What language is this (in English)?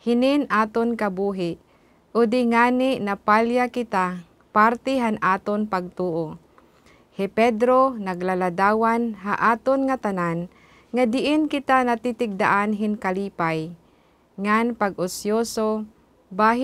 Waray